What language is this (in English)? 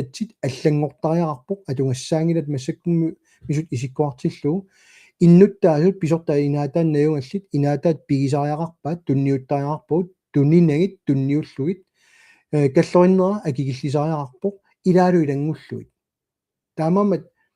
Kalaallisut